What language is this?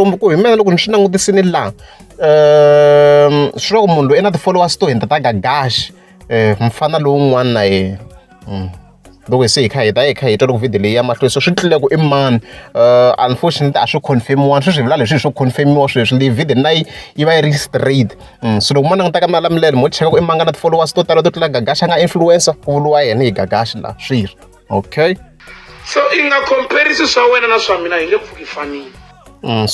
Tsonga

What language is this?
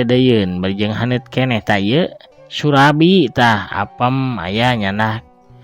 Sundanese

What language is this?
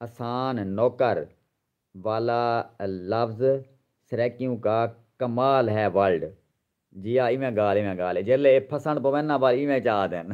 Saraiki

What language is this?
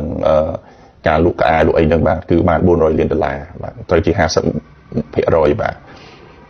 Khmer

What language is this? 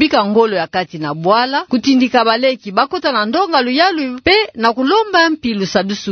Kituba (Democratic Republic of Congo)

